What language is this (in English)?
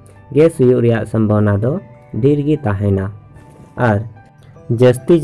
Santali